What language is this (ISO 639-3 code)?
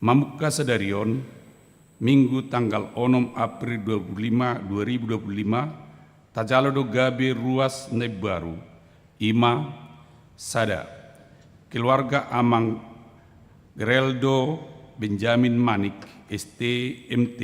bbc